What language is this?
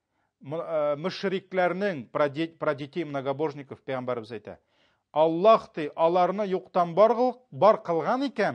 Tatar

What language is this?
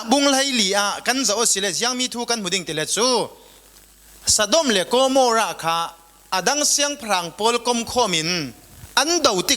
Falam Chin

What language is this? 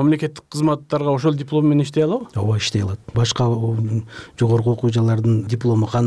Kyrgyz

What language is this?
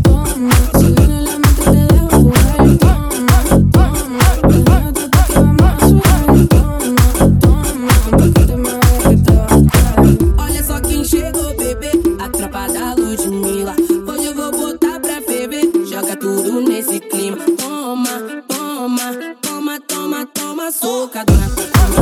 Portuguese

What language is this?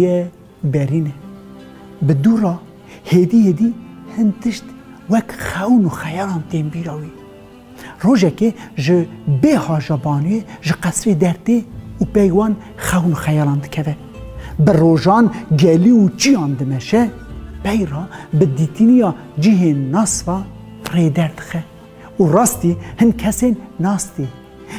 Kurdish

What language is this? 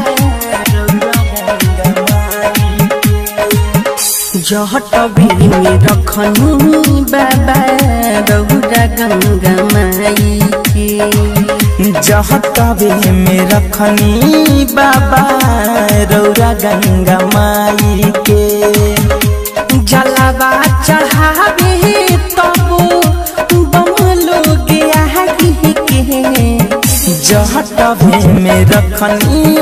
Bhojpuri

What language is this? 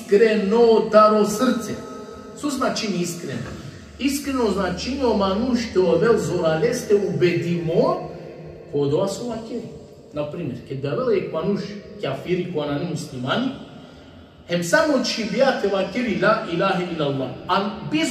Balkan Romani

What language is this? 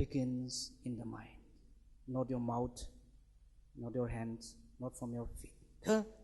Tangkhul Naga (India)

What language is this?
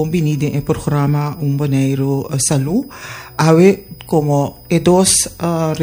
Papiamento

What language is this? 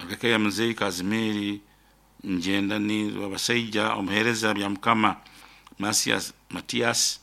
Nyoro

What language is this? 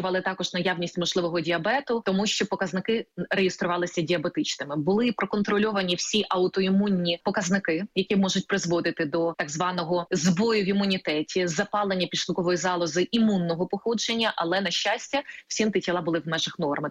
Ukrainian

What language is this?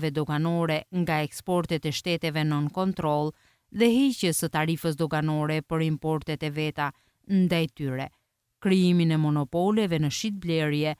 Albanian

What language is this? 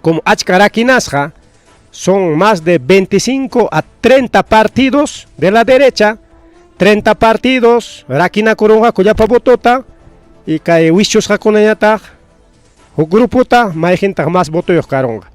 Ayacucho Quechua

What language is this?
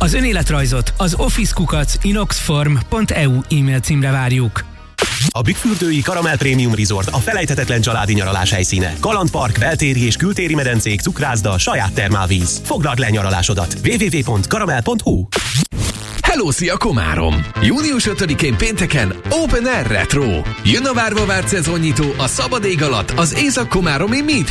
Hungarian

